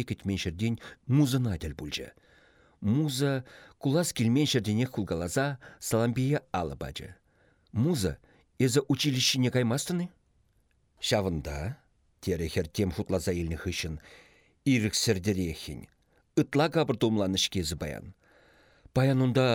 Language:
Chuvash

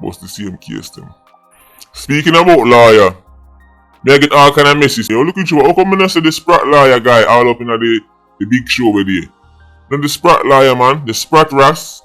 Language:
Jamaican Creole English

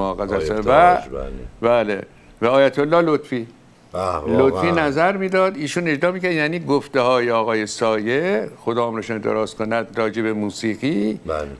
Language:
Persian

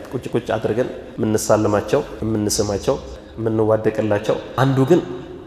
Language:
Amharic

